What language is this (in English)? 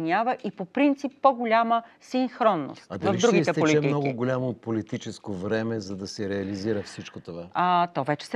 Bulgarian